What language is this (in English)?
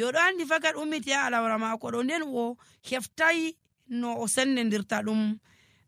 Nigerian Fulfulde